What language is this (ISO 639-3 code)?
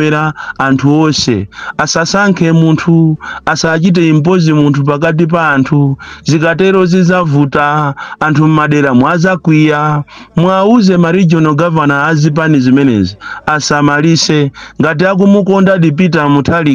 nya